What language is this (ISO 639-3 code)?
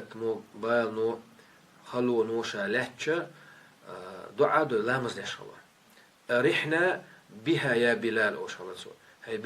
che